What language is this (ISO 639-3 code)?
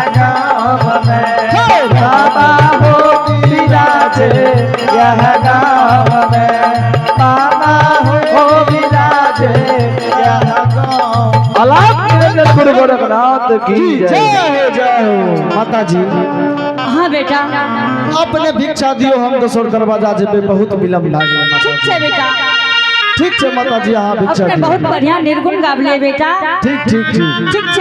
anp